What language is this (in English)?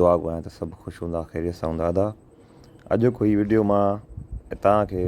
Sindhi